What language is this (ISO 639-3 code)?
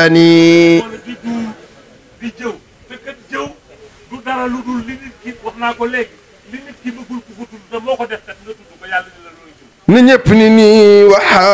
wol